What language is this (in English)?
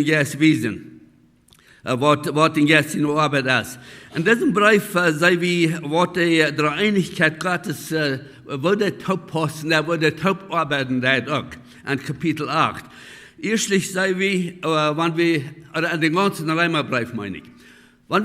Plautdietsch